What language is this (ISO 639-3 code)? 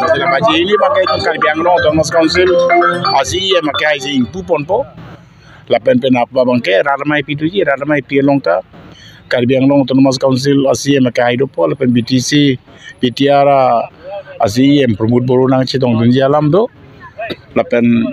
mjw